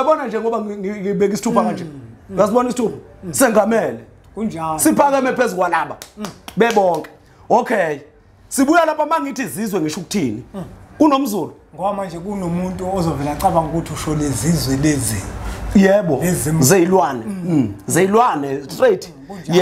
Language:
Zulu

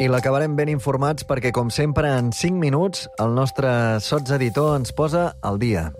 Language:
Catalan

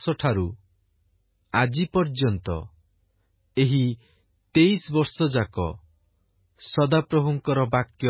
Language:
Odia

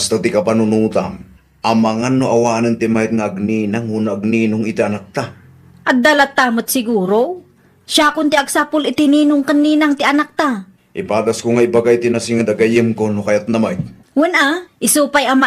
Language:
Iloko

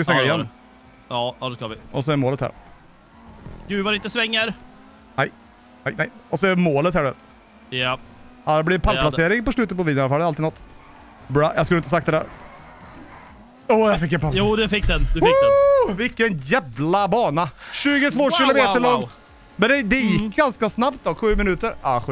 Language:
Swedish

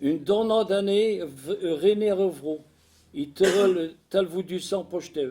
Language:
Breton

